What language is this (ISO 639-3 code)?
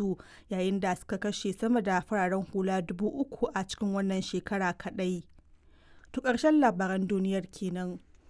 hau